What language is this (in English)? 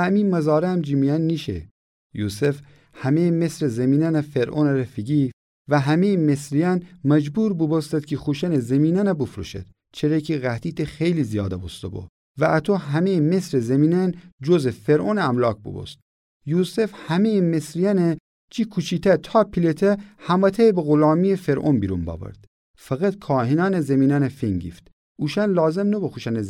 Gilaki